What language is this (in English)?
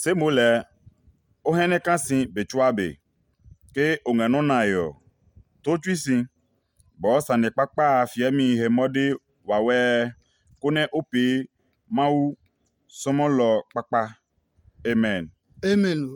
Adangme